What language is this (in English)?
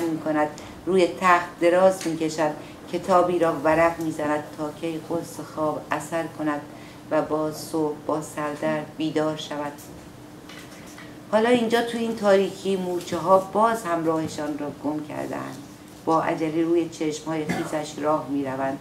Persian